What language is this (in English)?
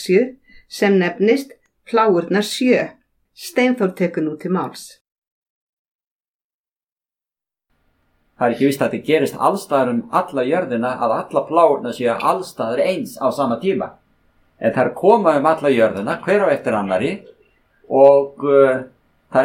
Icelandic